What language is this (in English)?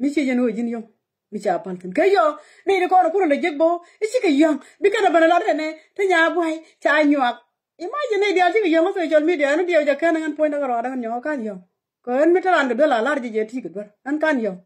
Nuer